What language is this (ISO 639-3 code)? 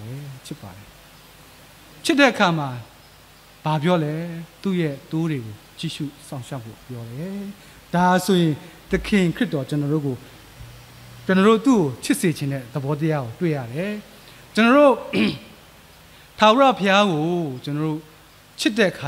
mya